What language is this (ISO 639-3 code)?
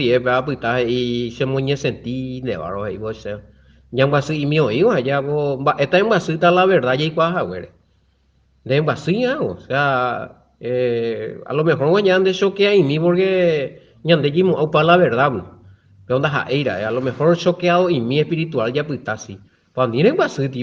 grn